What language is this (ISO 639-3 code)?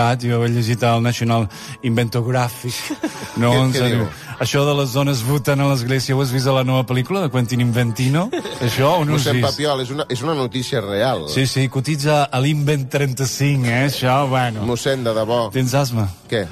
cat